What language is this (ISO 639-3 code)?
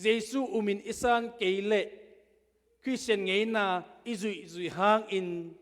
ctd